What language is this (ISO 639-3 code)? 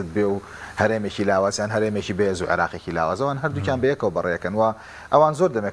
ckb